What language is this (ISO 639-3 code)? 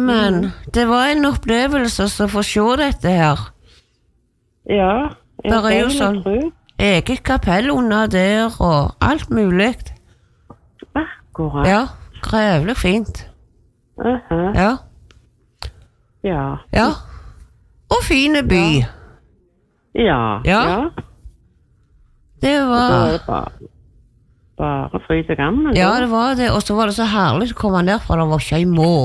nor